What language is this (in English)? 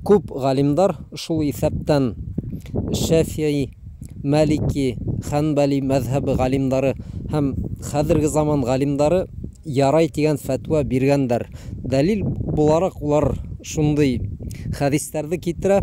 Bashkir